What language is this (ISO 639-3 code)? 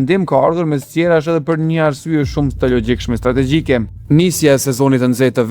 sqi